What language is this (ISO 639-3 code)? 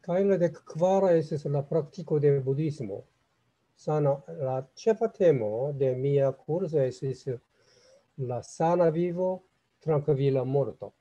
epo